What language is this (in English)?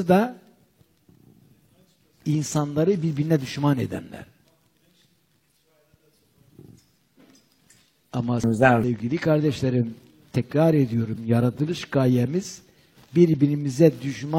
Turkish